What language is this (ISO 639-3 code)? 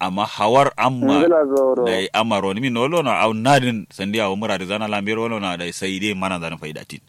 kau